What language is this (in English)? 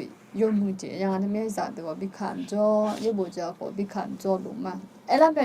Akha